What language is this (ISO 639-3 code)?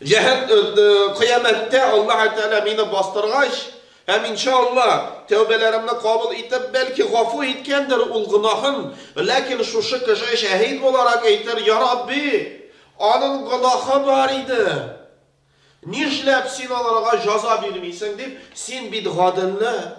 tat